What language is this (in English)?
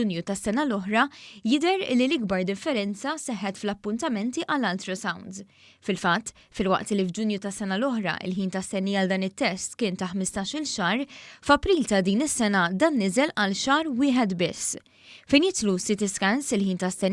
Maltese